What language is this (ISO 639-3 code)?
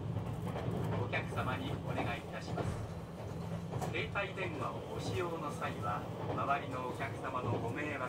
jpn